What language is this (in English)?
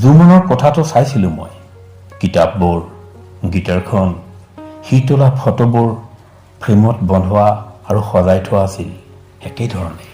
Assamese